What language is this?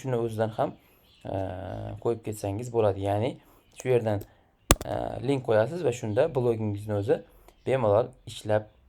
Uzbek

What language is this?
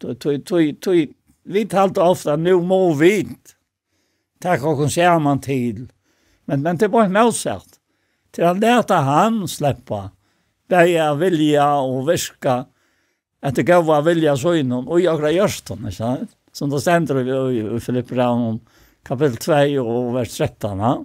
Faroese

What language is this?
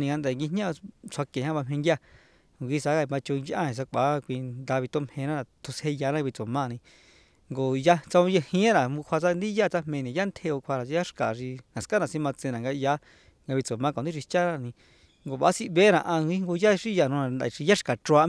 Somali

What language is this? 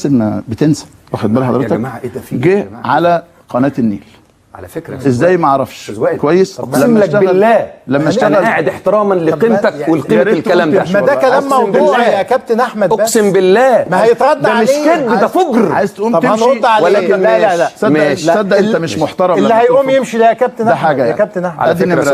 Egyptian Arabic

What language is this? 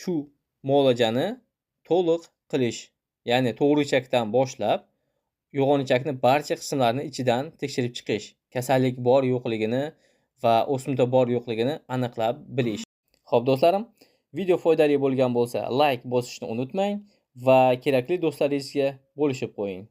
Uzbek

